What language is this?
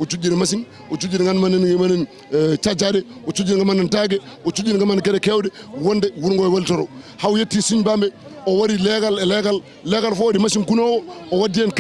Fula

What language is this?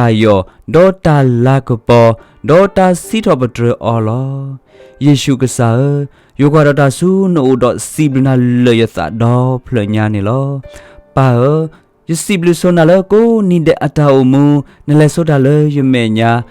S'gaw Karen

